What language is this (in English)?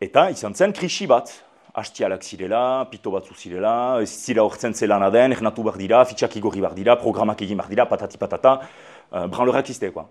Basque